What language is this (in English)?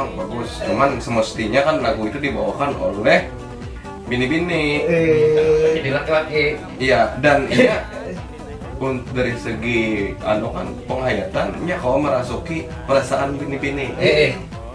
Banjar